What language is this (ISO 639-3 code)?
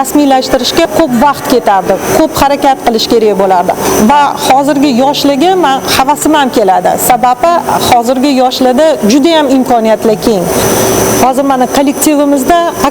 uzb